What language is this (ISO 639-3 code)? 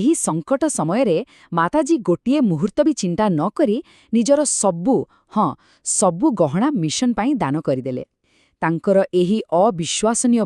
ori